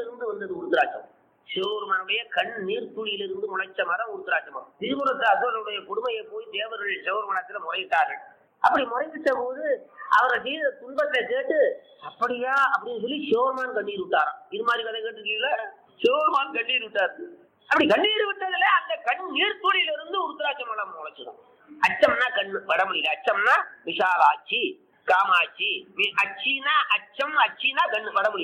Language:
Tamil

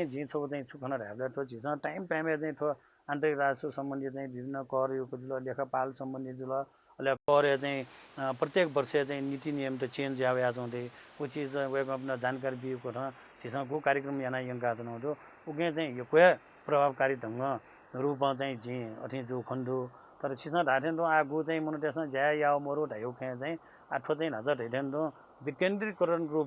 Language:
Newari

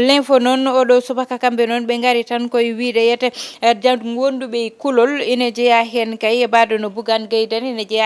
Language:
Fula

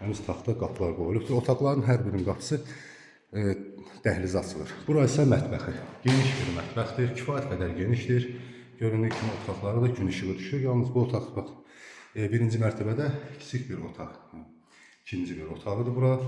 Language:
Azerbaijani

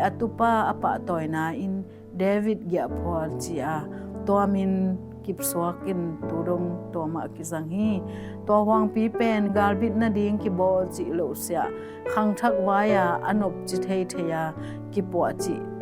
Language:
Tedim Chin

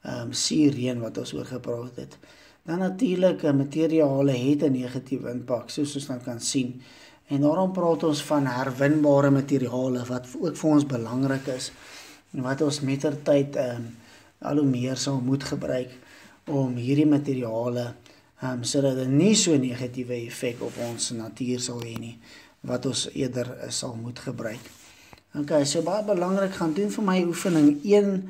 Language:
Afrikaans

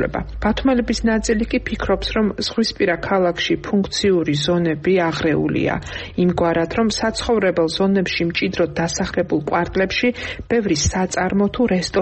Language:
Georgian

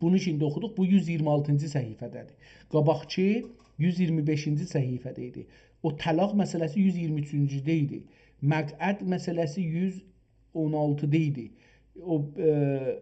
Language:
South Azerbaijani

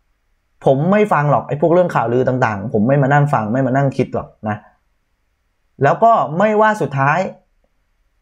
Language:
Thai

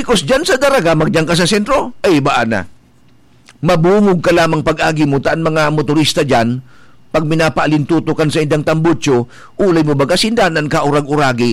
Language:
Bikol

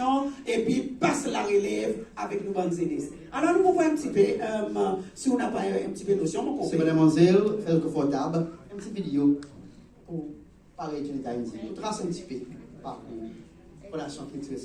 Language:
Seselwa Creole French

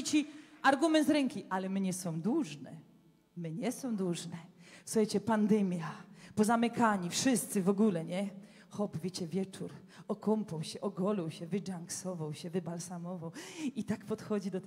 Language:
Silesian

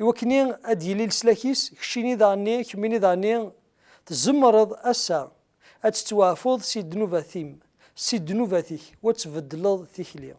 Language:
Kabyle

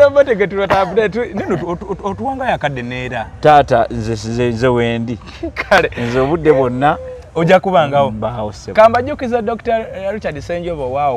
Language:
Ganda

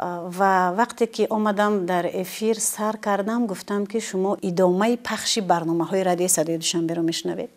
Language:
Tajik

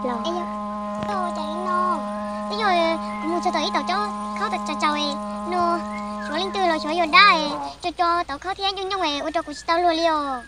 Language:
Hmong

